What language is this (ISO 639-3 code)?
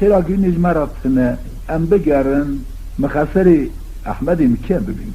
kur